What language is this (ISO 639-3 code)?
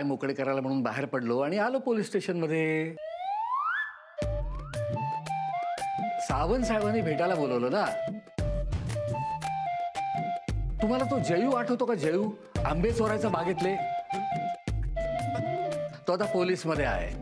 mar